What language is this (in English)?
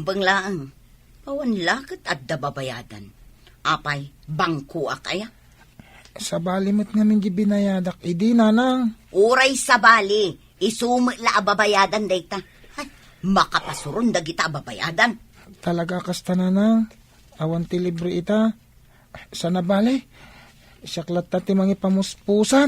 Iloko